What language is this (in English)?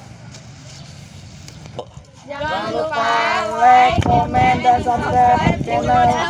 Indonesian